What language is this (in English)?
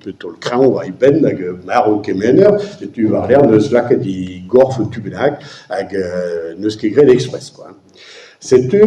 Breton